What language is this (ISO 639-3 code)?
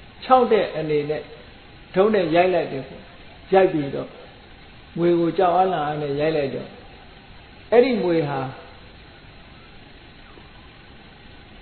mya